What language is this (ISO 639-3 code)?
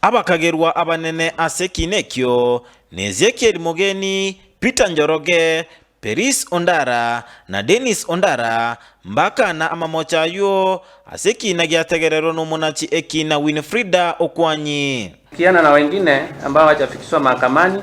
guz